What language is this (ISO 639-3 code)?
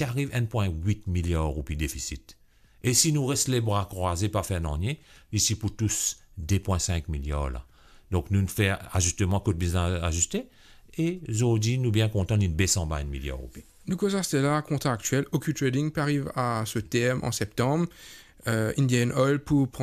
mfe